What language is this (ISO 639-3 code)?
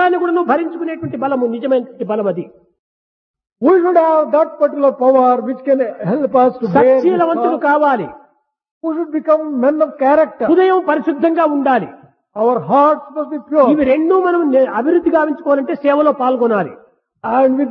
tel